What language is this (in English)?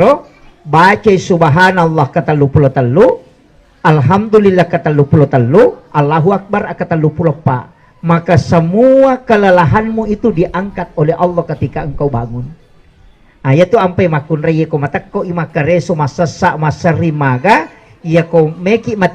Buginese